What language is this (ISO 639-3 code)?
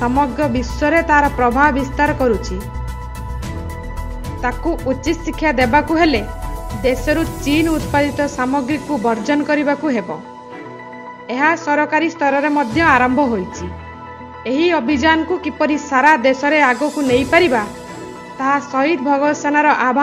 ori